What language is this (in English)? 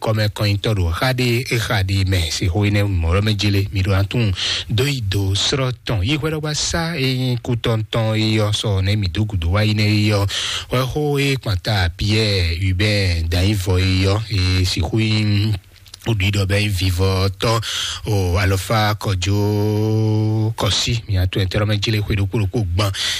Fon